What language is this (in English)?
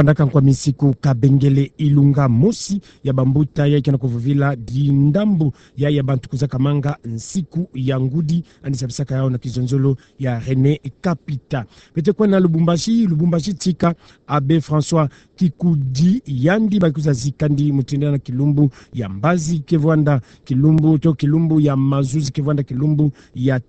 Kituba (Democratic Republic of Congo)